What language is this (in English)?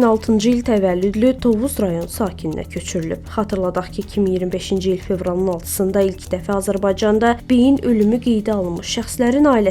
Azerbaijani